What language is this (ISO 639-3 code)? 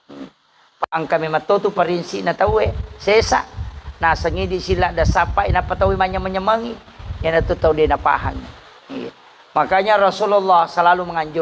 bug